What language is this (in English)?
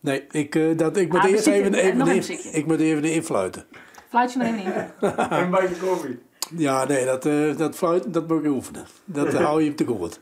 Western Frisian